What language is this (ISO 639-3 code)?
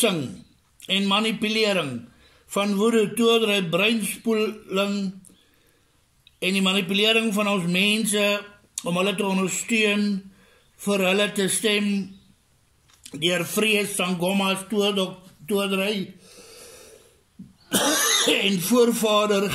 afr